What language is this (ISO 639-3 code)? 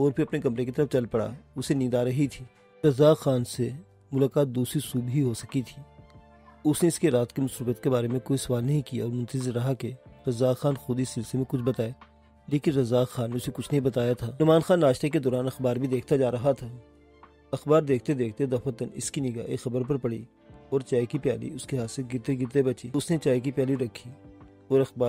urd